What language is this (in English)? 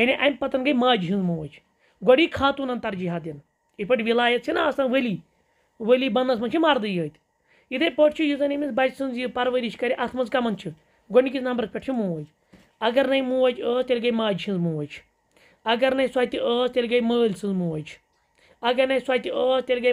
Kashmiri